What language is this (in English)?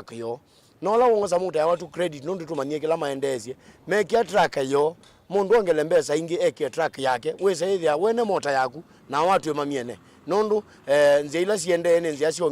Kamba